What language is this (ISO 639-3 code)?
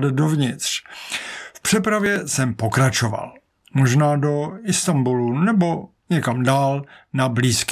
ces